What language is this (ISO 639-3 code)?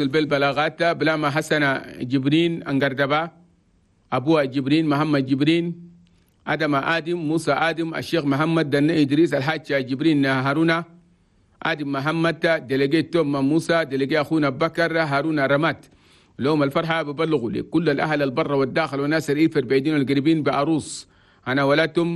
shu